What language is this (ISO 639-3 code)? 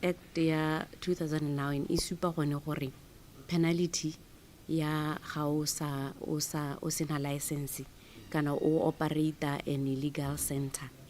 tsn